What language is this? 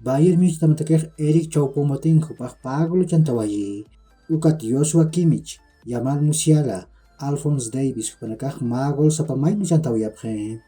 Aymara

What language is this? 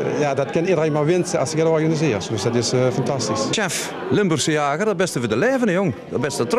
Limburgish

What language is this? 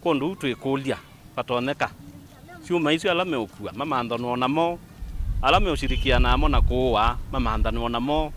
Kamba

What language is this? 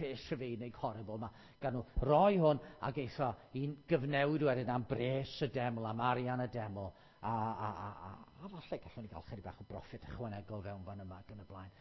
Welsh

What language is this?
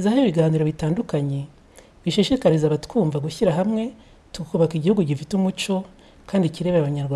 Kinyarwanda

